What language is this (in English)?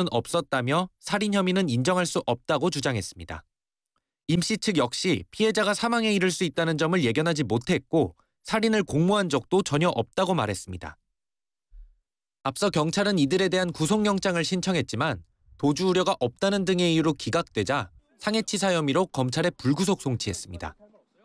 Korean